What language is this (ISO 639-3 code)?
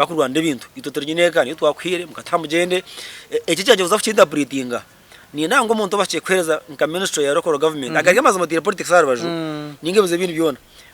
nyn